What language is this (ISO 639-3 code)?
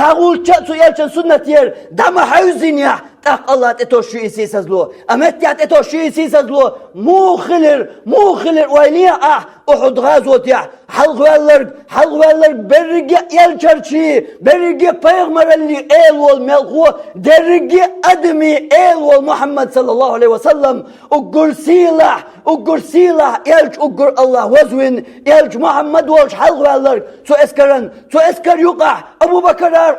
che